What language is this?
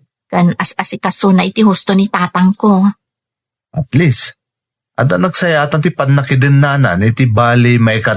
Iloko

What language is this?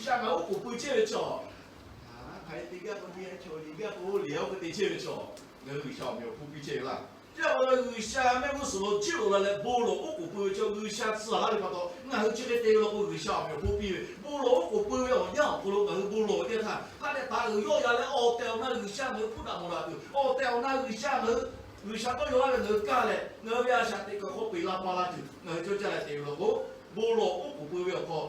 Lahu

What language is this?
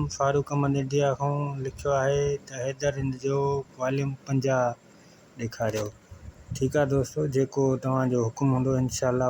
Sindhi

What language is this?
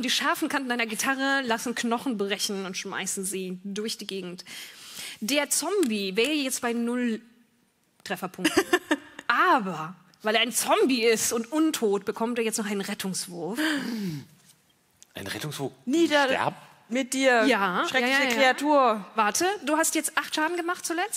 German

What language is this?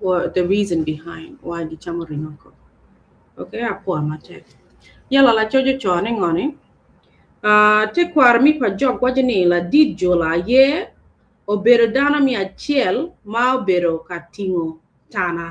Acoli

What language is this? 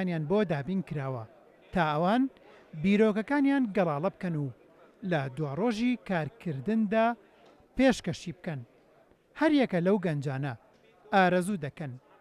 Central Kurdish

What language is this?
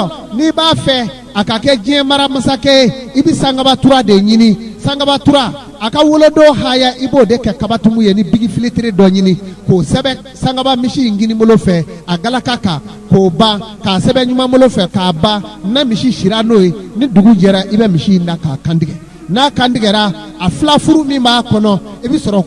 Bambara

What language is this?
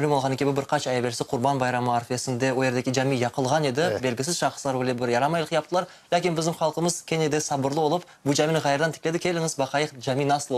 Crimean Tatar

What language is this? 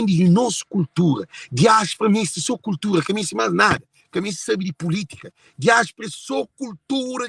Kabuverdianu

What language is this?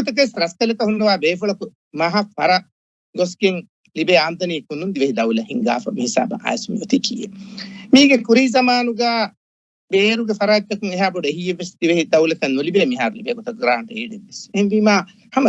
Divehi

